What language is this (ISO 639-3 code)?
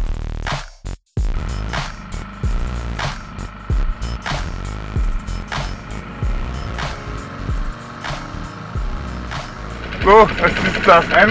deu